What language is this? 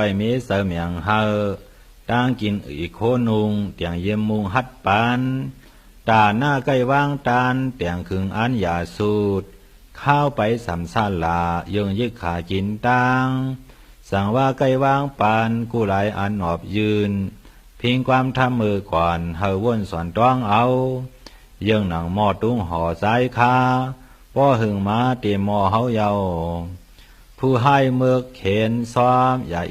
Shan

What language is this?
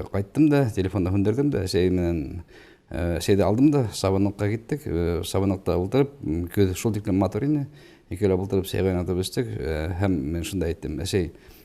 Bashkir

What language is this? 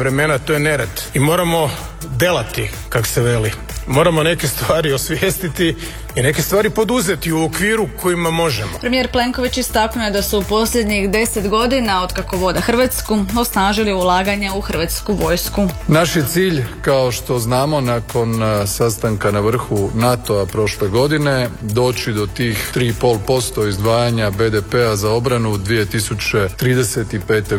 Croatian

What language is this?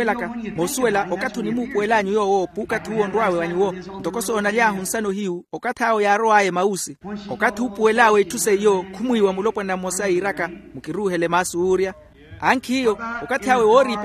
Makhuwa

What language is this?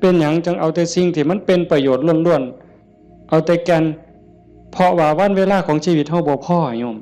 Northeastern Thai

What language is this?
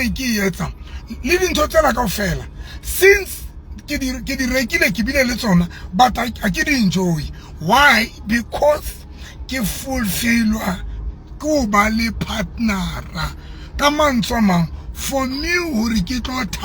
Southern Sotho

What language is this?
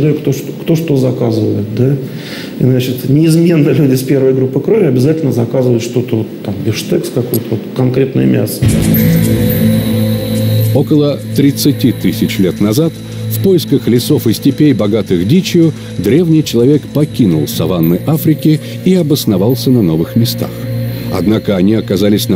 Russian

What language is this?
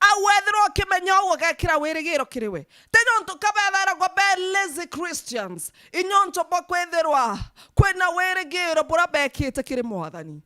Meru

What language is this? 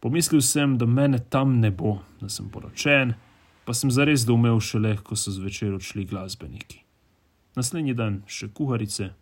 Slovenian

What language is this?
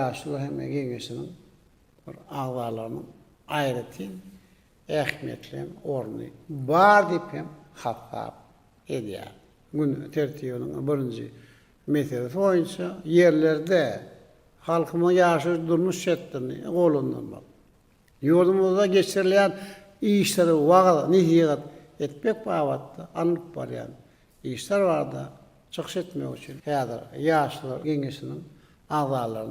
Turkmen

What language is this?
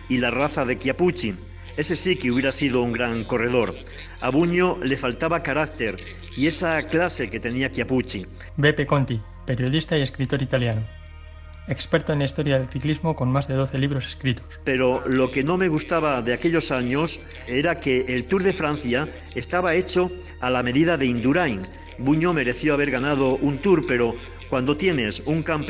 Spanish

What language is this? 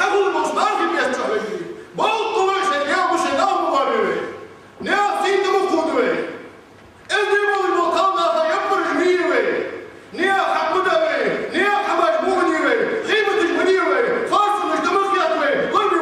Ingush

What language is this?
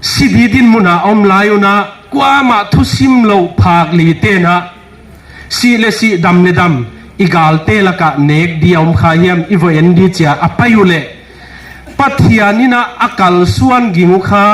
Paite Chin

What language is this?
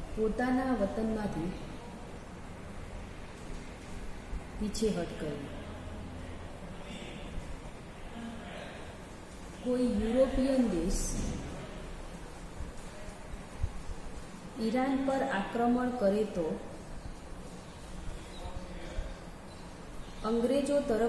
Gujarati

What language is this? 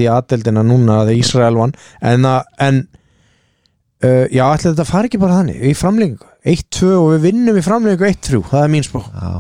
Icelandic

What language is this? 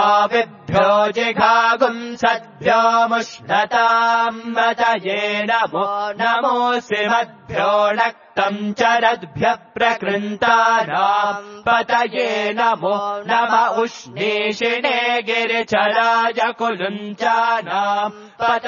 Sanskrit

